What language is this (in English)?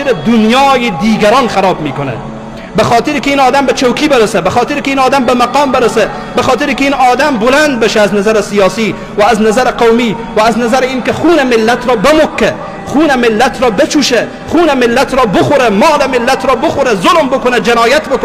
Persian